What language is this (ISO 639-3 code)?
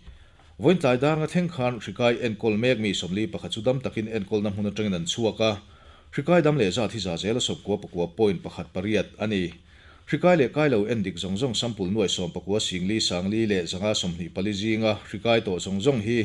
lus